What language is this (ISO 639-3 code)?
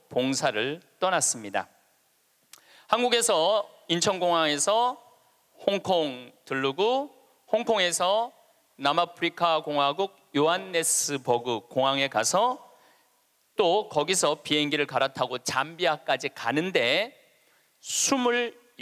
kor